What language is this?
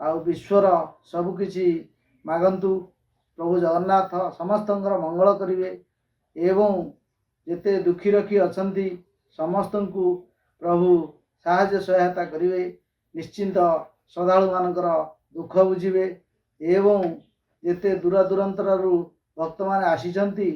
Odia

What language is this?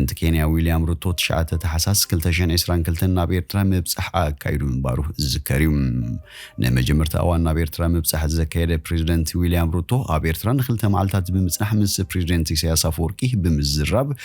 Tigrinya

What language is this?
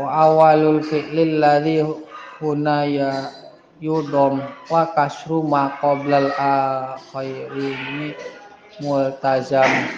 Sundanese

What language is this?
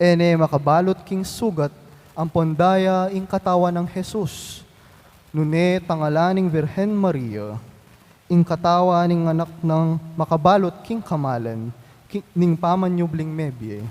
Pampanga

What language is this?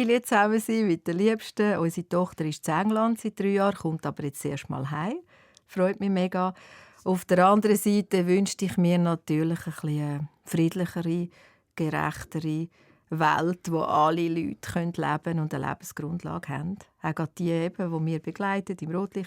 Swiss German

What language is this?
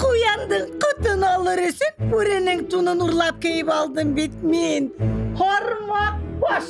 Bashkir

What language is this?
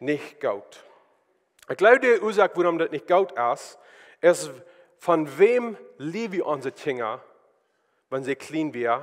Plautdietsch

